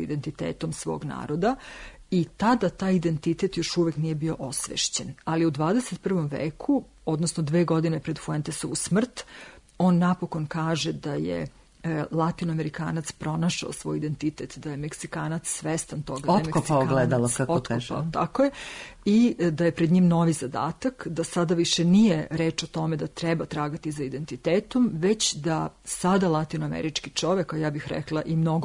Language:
Serbian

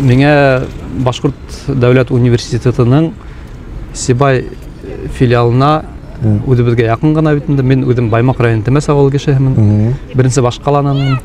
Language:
Bashkir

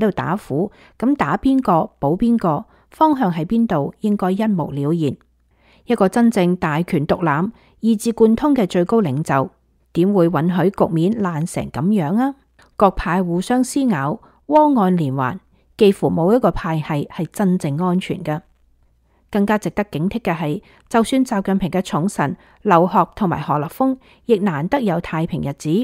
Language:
Cantonese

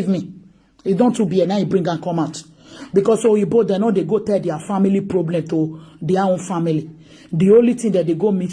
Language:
Nigerian Pidgin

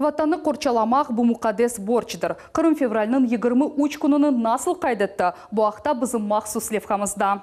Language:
Crimean Tatar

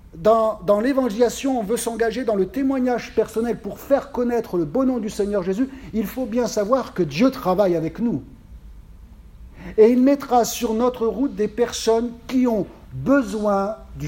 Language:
French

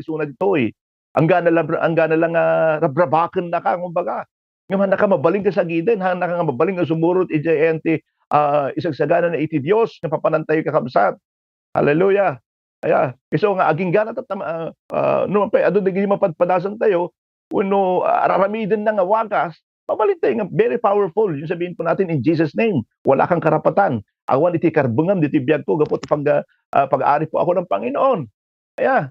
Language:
Iloko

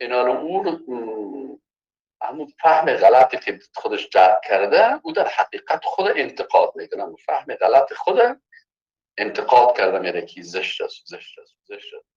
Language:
Persian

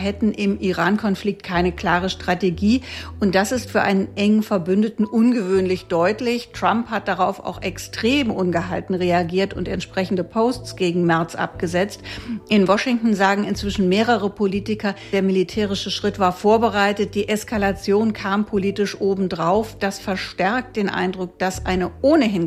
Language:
German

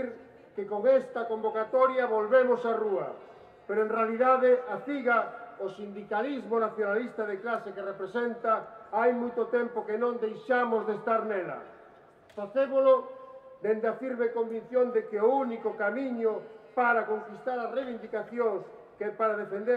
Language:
Galician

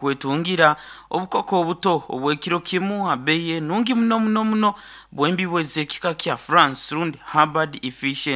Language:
Nyoro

